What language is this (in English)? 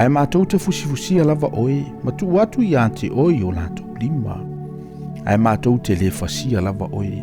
Samoan